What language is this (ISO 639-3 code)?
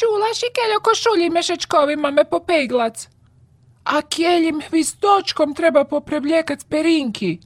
rue